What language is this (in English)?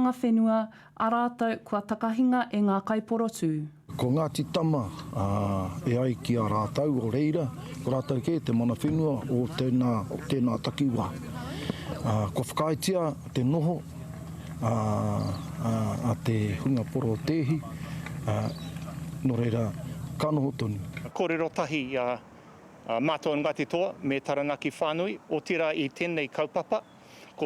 Māori